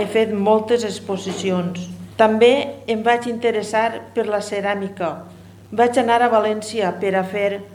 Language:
Catalan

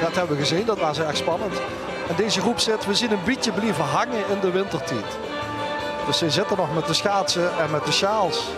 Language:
Limburgish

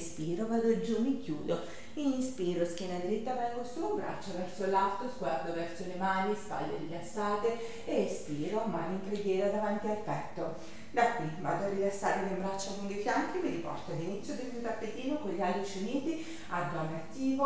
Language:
Italian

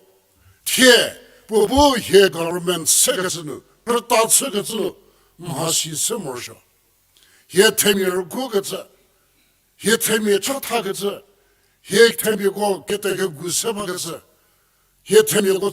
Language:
Angami Naga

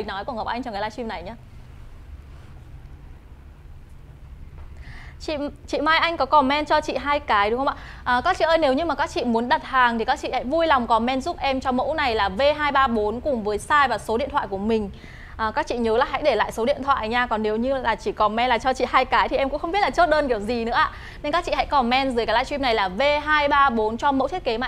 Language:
Vietnamese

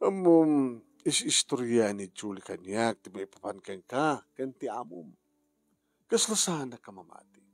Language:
Iloko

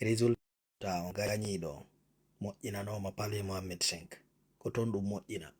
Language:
Pular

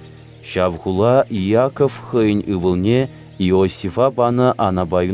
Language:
Chuvash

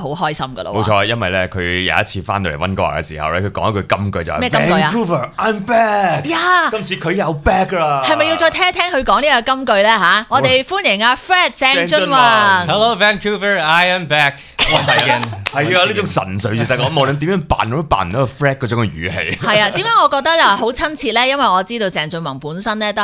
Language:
Cantonese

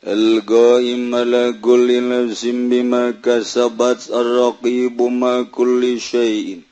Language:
Sundanese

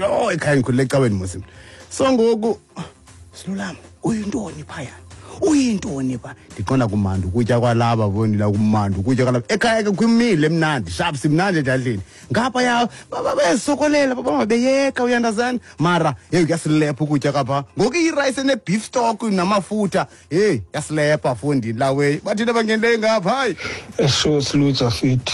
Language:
Xhosa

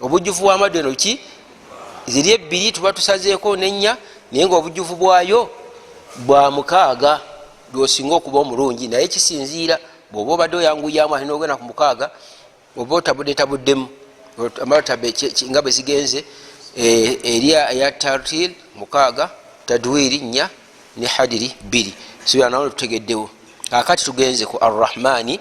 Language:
Ganda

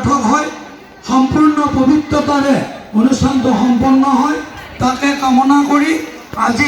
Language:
Assamese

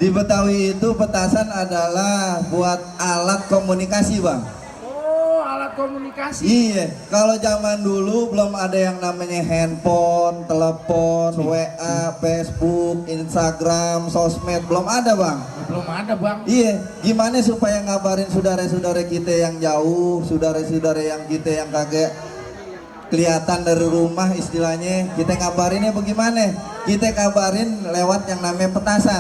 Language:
Betawi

